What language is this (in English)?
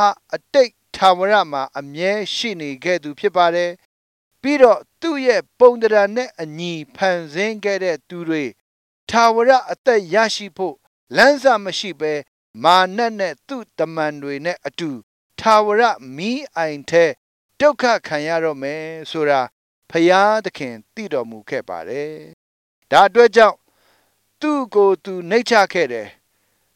Burmese